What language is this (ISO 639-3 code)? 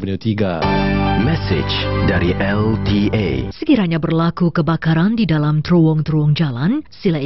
msa